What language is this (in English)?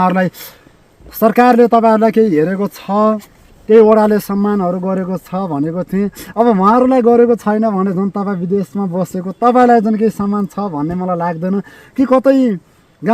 Nepali